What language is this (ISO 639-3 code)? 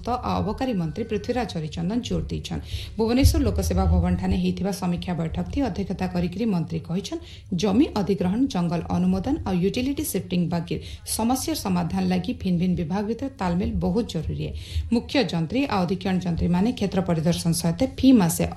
ori